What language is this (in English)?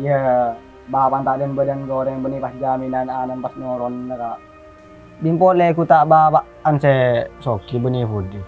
Madurese